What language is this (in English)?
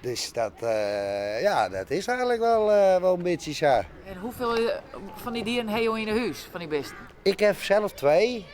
Western Frisian